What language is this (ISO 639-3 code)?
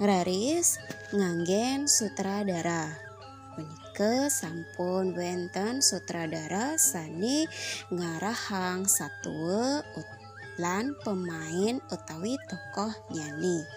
ban